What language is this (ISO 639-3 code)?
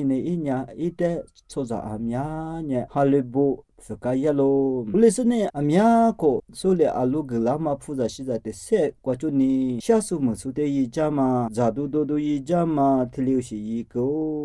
lis